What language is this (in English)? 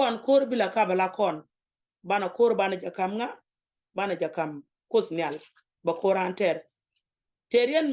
Nuer